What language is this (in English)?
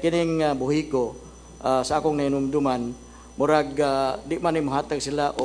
Cebuano